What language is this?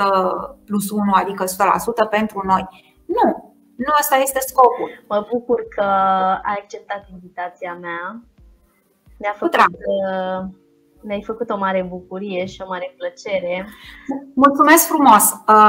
Romanian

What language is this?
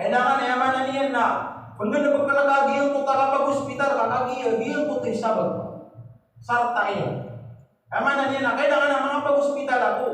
Maranao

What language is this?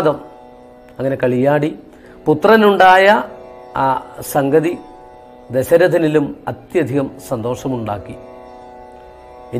Malayalam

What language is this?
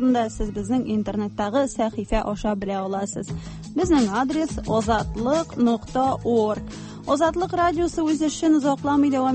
Tatar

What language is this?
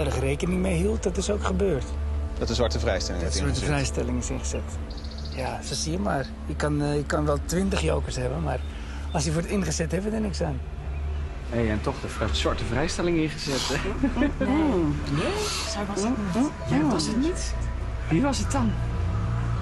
Dutch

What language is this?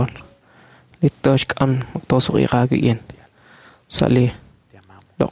Kekchí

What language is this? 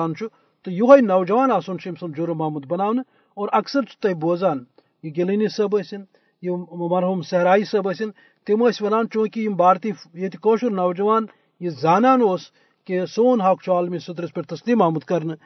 Kashmiri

